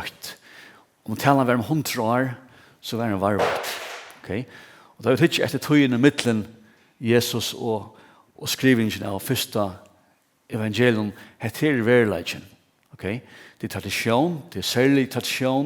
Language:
Faroese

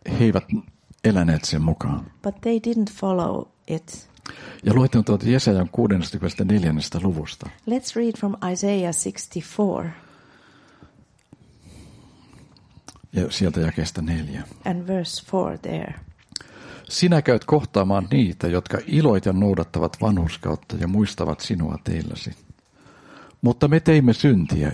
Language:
Finnish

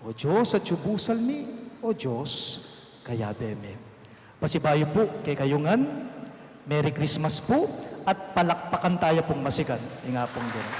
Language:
Pampanga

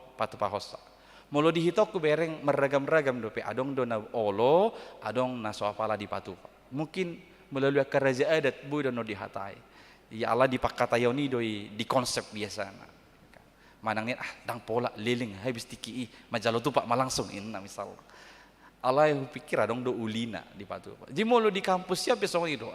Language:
Batak Toba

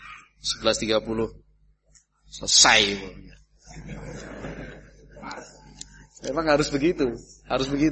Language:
Indonesian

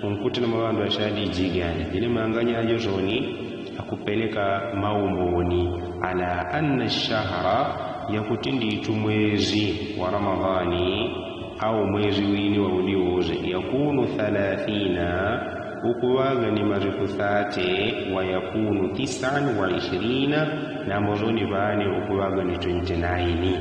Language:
Yao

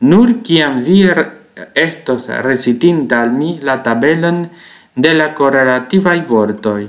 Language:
Esperanto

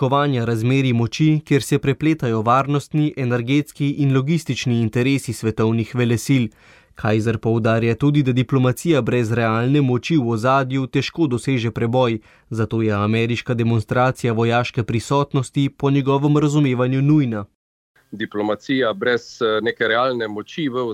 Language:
Slovenian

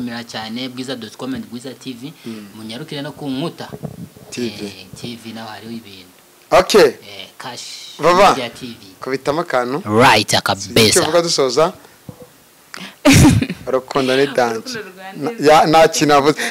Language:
Kinyarwanda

